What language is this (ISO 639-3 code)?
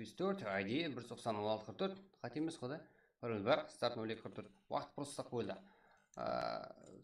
kaa